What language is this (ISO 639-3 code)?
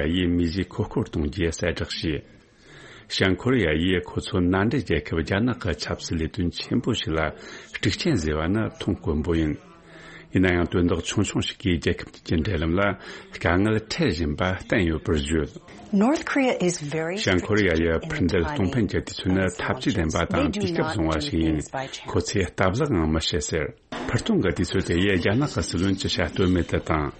bod